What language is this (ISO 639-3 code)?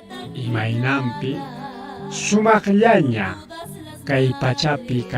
quy